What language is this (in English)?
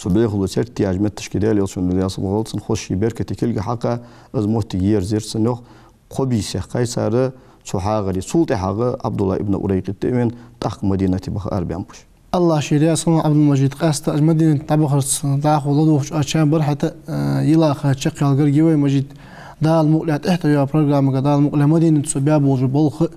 Ingush